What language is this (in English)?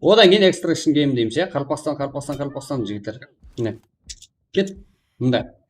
Kara-Kalpak